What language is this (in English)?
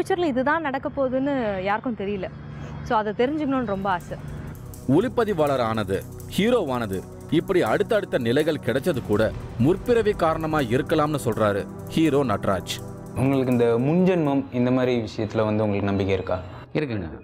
Tamil